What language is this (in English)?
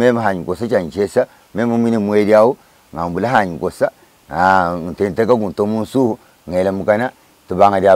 Luba-Lulua